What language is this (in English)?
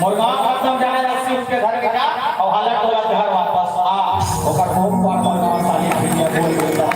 Chhattisgarhi